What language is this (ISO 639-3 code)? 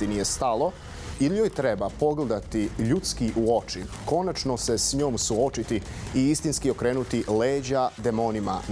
bos